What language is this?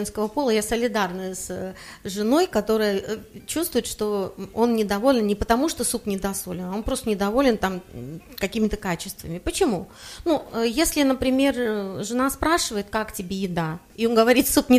Russian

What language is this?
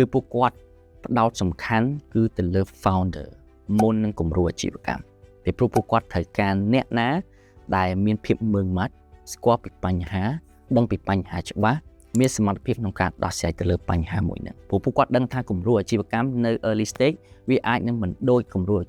Khmer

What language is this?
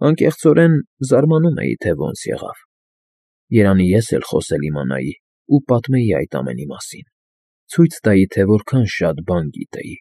Armenian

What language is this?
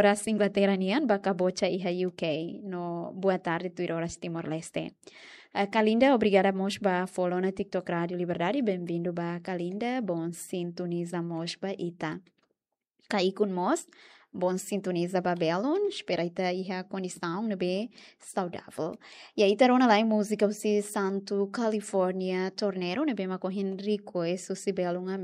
Tetum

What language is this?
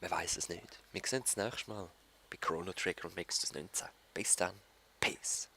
Swiss German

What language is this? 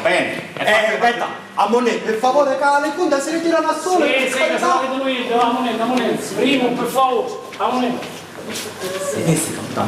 Sicilian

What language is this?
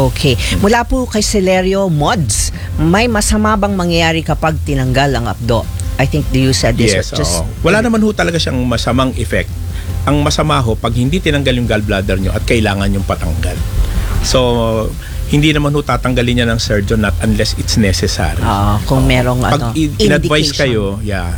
Filipino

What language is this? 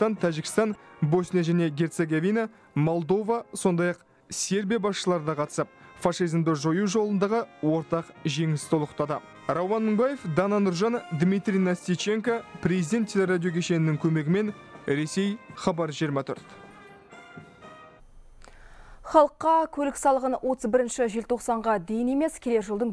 Kazakh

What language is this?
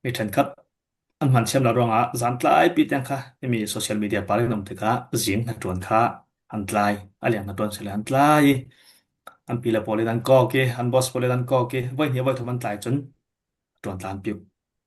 Falam Chin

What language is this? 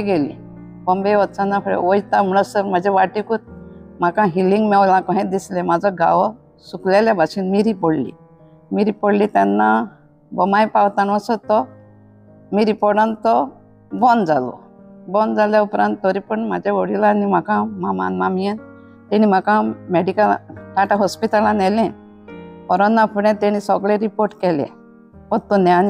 Konkani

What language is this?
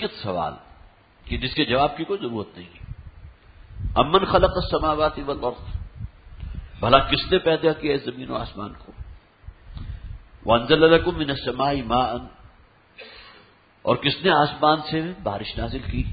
Urdu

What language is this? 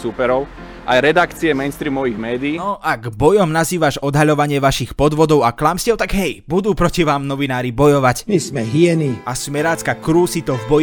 Slovak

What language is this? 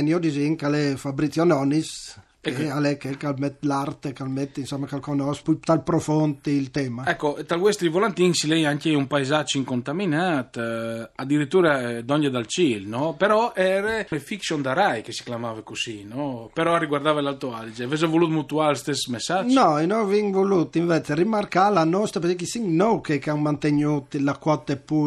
Friulian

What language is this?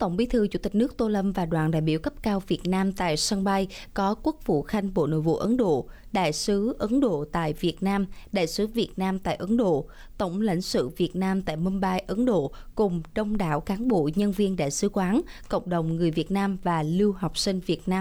Vietnamese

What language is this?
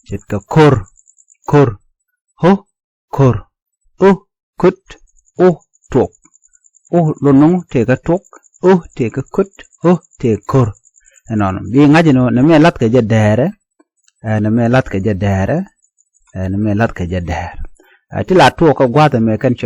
Nuer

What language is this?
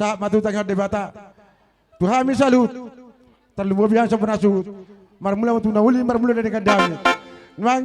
Batak Toba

